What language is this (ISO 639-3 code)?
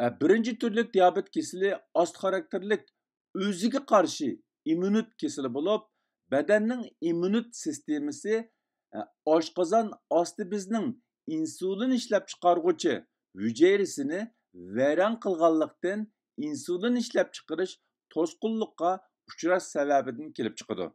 uig